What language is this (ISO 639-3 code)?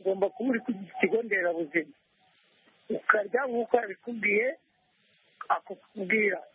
kin